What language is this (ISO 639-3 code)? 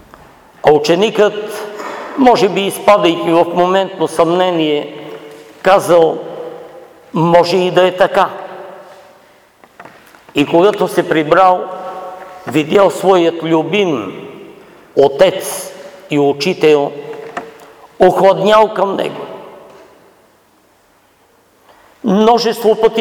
bul